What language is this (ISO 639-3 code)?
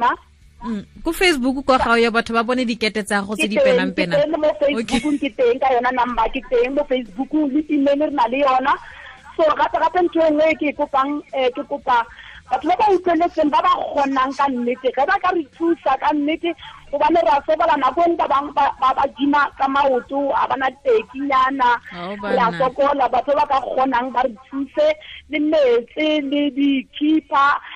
tsn